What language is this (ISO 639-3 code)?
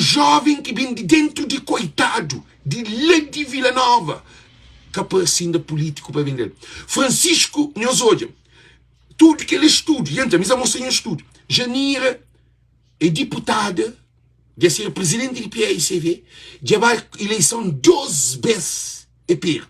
kea